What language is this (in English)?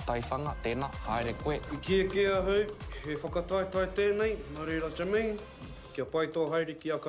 Māori